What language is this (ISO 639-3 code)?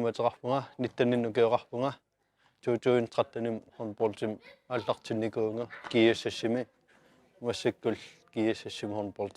kal